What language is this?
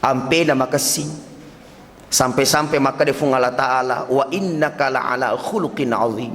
Buginese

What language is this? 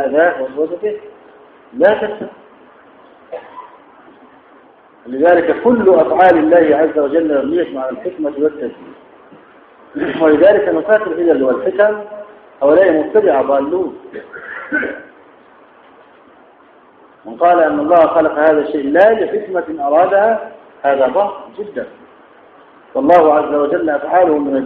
Arabic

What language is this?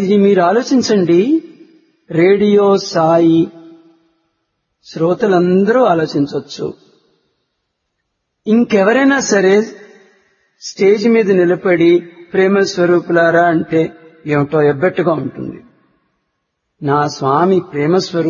Telugu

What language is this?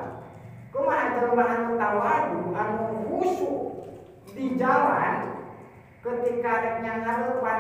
Sundanese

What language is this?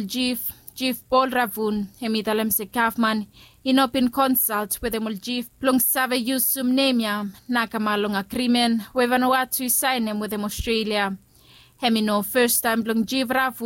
Bislama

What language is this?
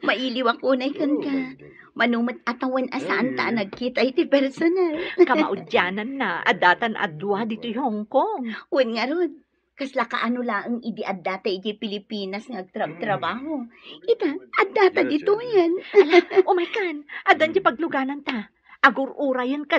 Iloko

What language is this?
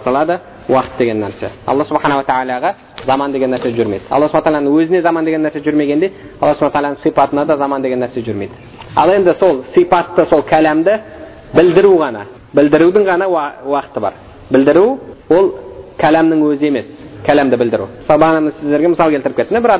Kazakh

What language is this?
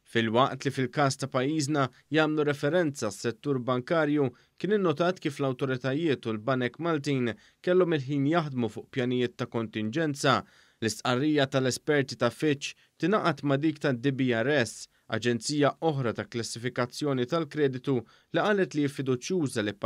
Maltese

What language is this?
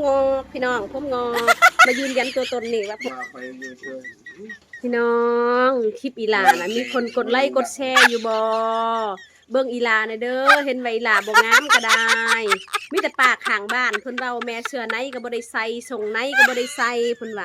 Lao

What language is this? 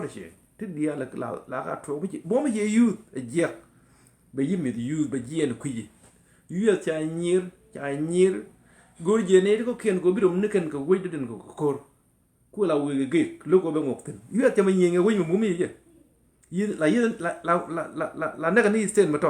Nuer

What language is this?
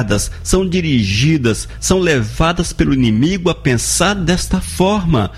Portuguese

